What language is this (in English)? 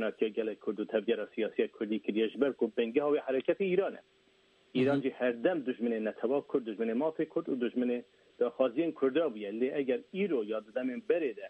Kurdish